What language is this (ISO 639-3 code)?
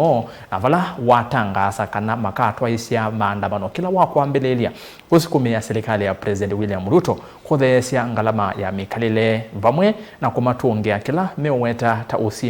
kam